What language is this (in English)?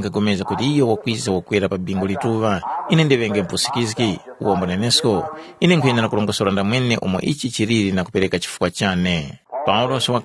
Tumbuka